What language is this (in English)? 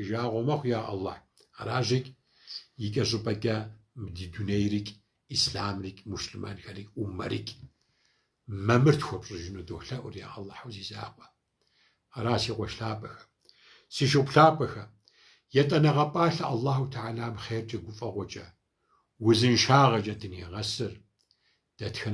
Kabardian